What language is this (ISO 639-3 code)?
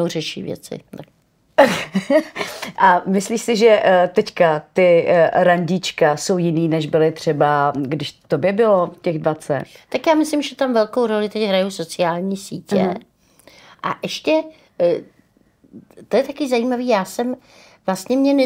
ces